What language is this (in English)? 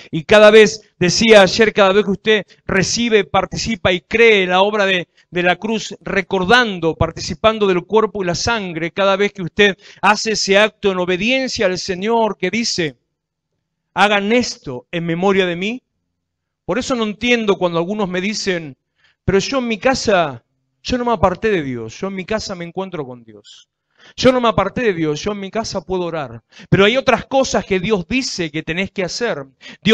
Spanish